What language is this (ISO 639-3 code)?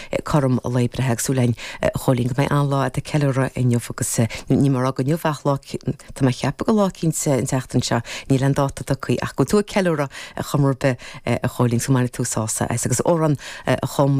gle